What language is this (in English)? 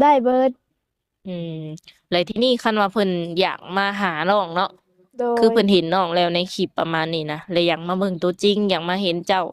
Lao